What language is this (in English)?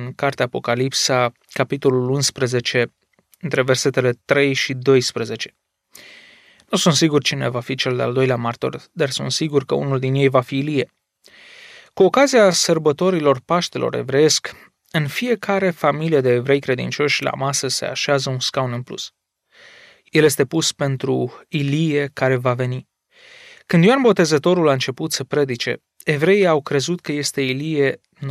Romanian